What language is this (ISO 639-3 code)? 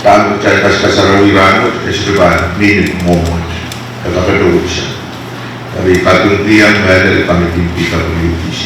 pon